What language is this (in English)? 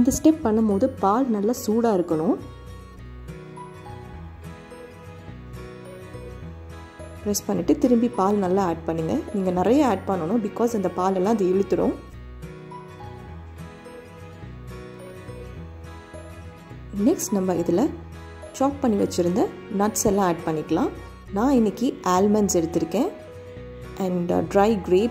Tamil